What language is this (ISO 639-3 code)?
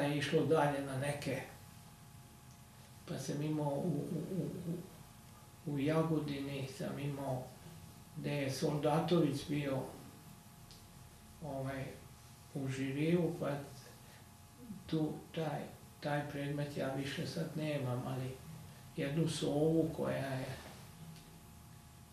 srp